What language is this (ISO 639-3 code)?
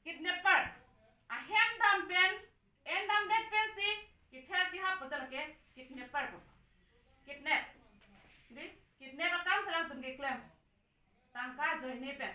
mjw